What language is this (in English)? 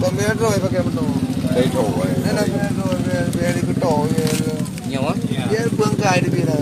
Achinese